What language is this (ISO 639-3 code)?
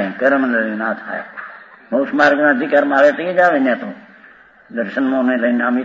guj